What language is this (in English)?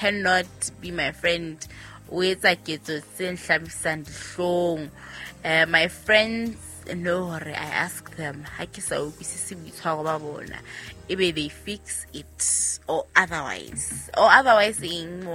Southern Sotho